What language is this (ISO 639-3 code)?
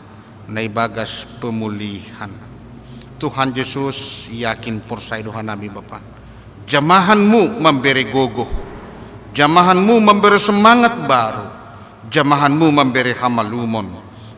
bts